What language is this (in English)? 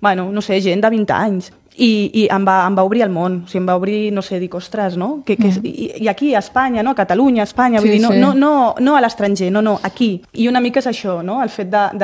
Catalan